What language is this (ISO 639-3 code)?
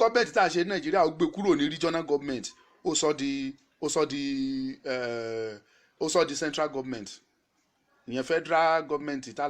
yor